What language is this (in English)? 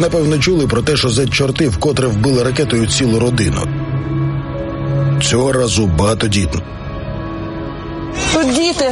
Ukrainian